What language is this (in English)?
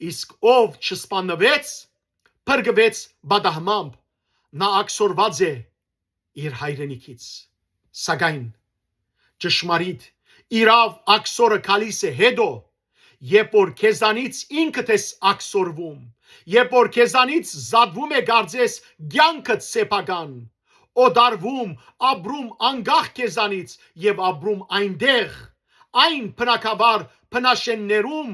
Western Armenian